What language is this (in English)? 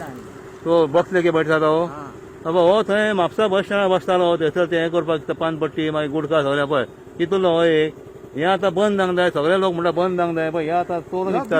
Konkani